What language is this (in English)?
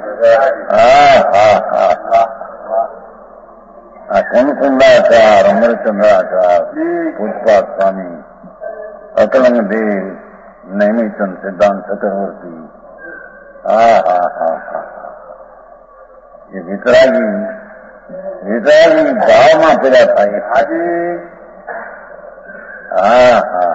Gujarati